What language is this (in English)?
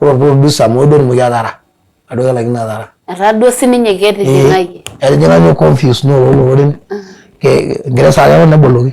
Masai